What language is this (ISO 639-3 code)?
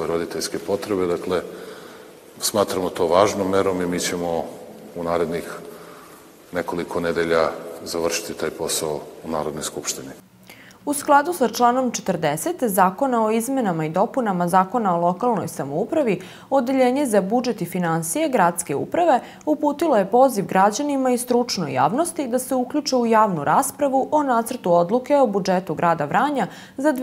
srp